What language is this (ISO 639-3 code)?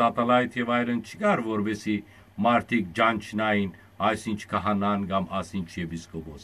hyw